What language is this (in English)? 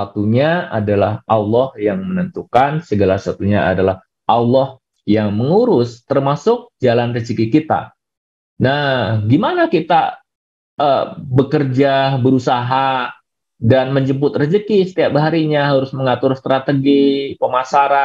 Indonesian